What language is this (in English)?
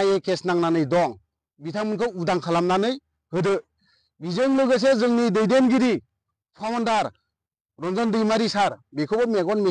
Bodo